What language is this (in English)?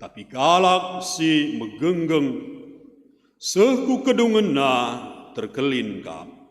Batak Karo